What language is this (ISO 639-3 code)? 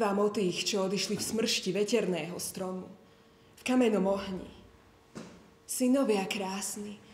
slk